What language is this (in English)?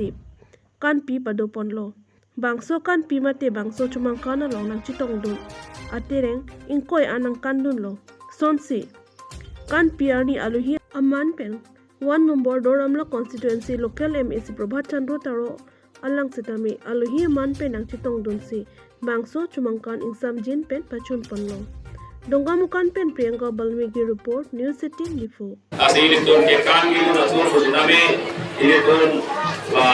Karbi